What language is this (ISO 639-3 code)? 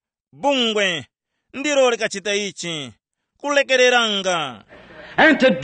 tum